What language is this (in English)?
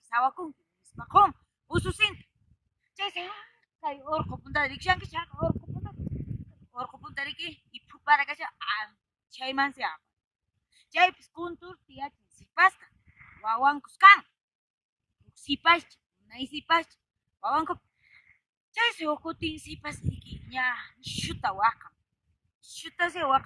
Quechua